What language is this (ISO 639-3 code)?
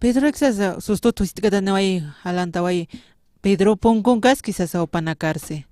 aym